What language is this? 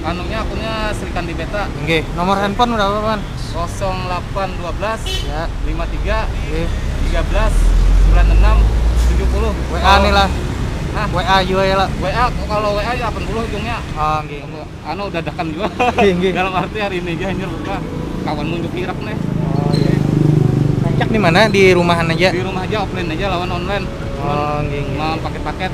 Banjar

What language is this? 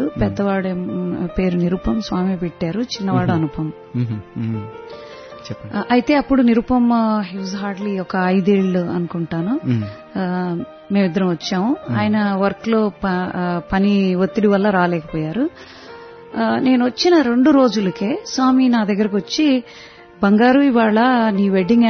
Telugu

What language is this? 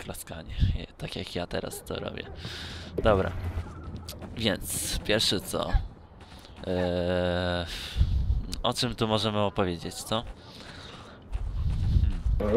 Polish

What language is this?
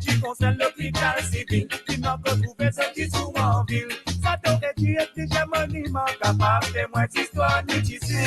Morisyen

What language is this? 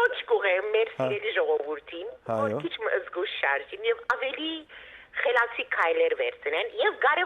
Western Armenian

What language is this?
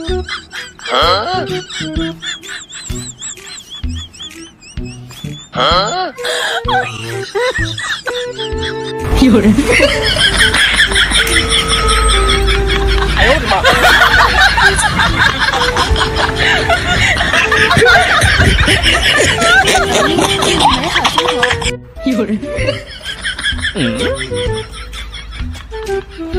Chinese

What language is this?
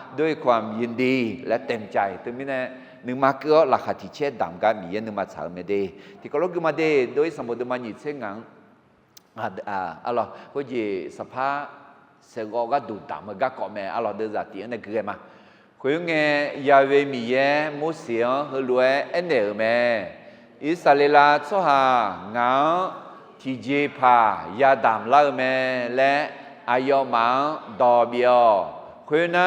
Akha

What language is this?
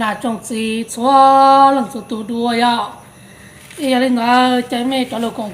Hmong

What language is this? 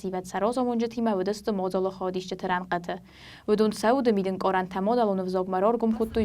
Ossetic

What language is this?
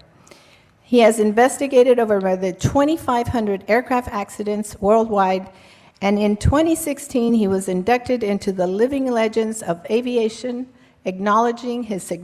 English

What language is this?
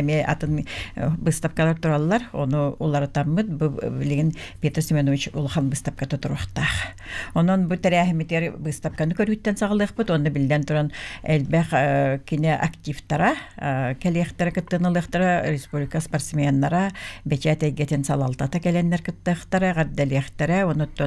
Yakut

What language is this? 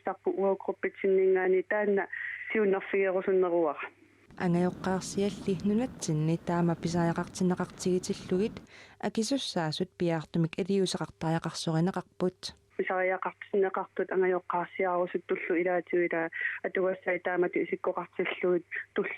Kalaallisut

